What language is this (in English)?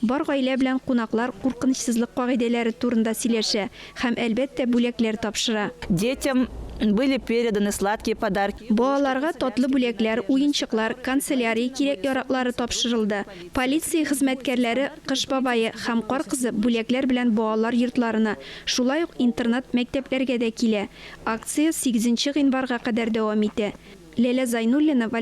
Tatar